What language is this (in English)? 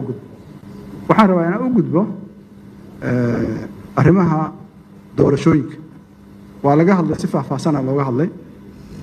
Somali